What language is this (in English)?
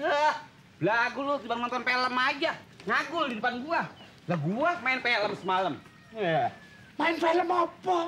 Betawi